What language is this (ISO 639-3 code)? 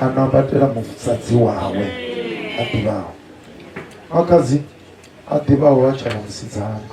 ven